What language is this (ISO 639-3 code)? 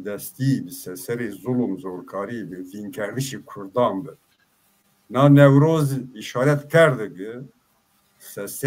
zza